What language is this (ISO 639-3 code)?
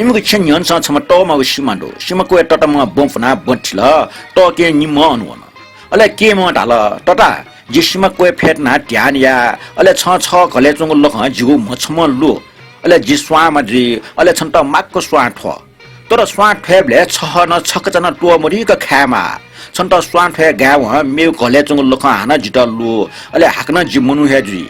new